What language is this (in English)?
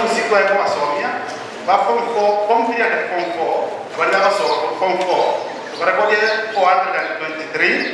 Gusii